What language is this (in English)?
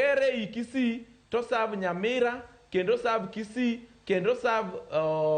Luo (Kenya and Tanzania)